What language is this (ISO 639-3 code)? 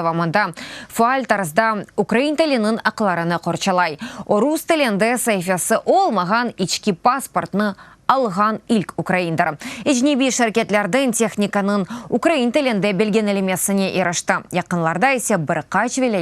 crh